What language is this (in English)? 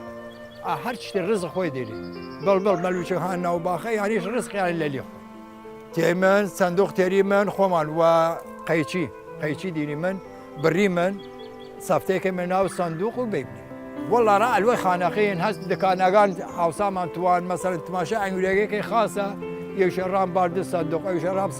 Southern Kurdish